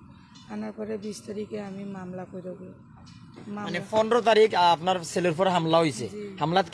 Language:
Sylheti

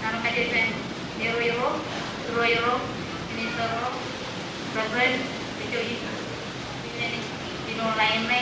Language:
Marshallese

